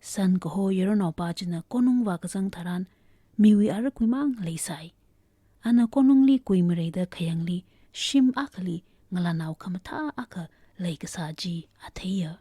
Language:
Tangkhul Naga (India)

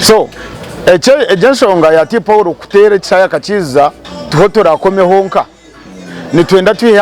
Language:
Nyankole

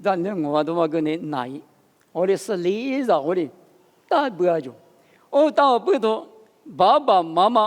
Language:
Lisu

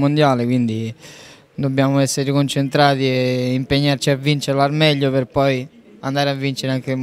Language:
Italian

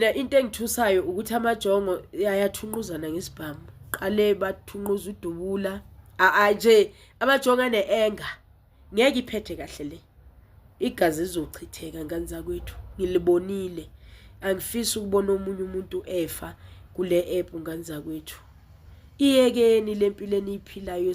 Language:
Zulu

